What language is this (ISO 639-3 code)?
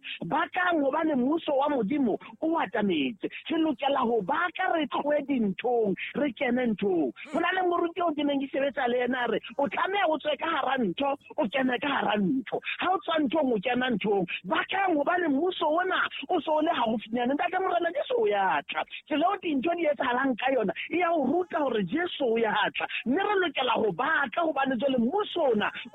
sot